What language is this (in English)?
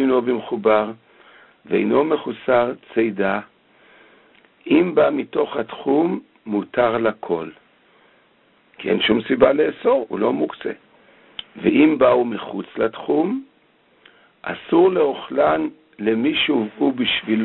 Hebrew